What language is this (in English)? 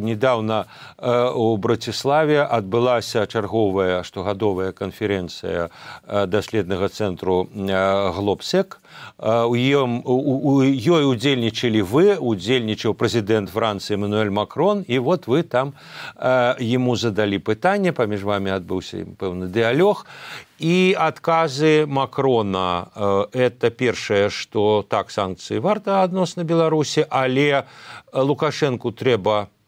Belarusian